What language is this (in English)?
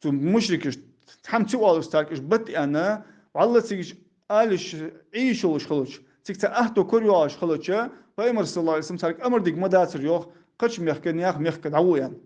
Ingush